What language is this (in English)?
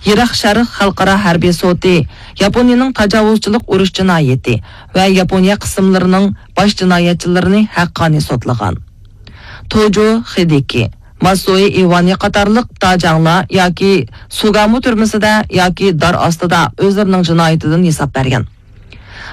Uyghur